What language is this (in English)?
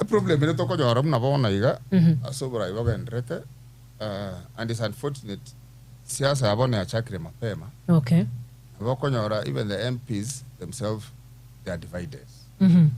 Gusii